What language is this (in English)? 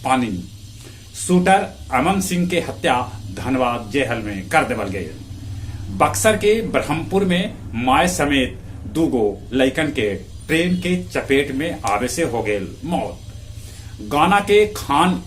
Magahi